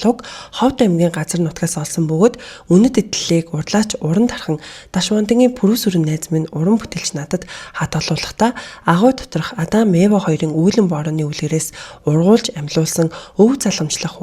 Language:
Mongolian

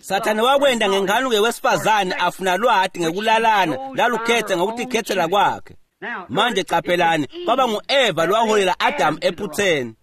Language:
Swati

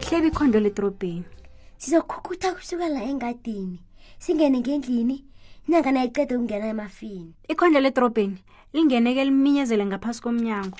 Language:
South Ndebele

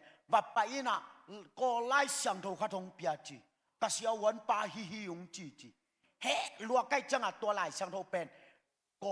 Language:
Tedim Chin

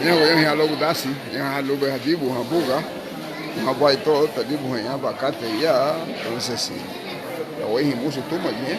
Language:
Garifuna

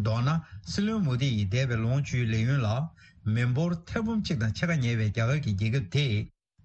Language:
Tibetan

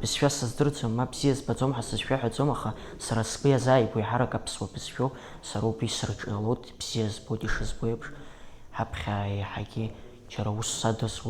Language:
Abkhazian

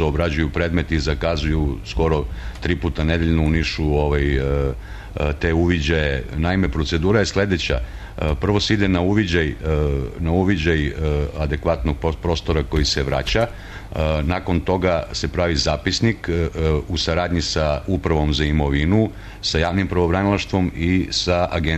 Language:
Serbian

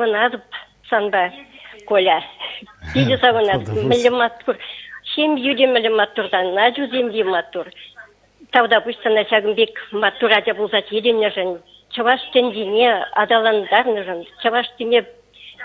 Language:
Chuvash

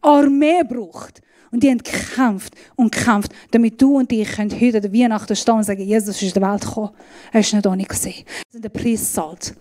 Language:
Swiss German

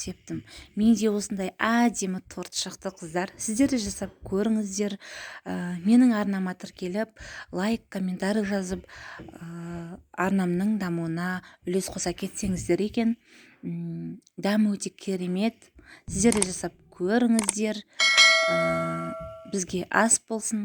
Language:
Kazakh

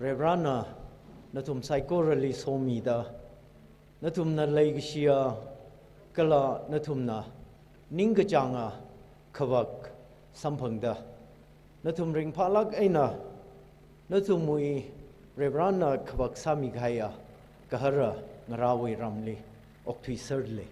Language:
Tangkhul Naga (India)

